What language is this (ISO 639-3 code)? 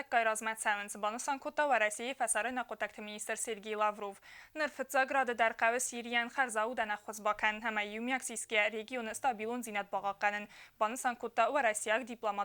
oss